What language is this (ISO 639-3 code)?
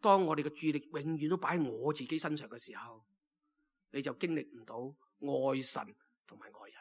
yue